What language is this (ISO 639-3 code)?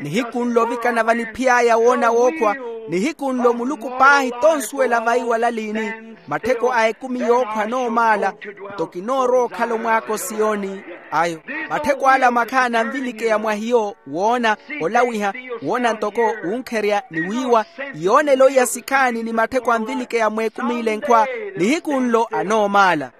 vmw